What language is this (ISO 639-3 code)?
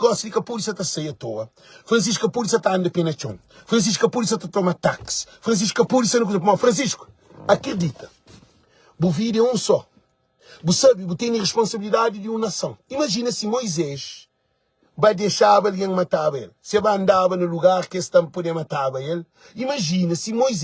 kea